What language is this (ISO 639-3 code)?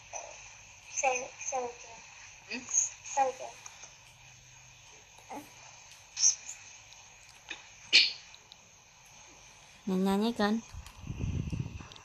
vie